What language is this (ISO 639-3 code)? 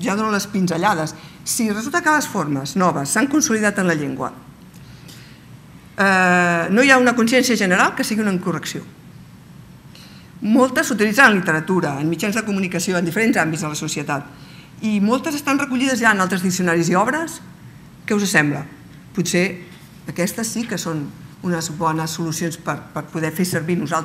cat